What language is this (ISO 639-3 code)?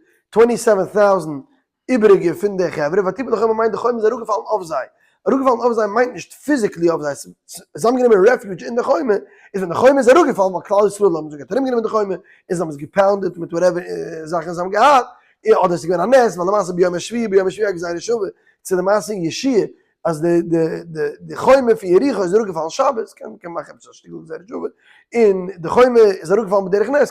yid